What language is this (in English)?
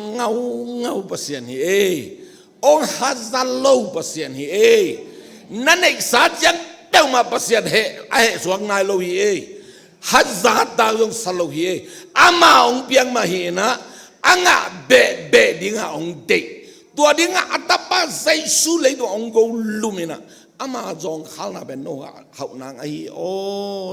Tedim Chin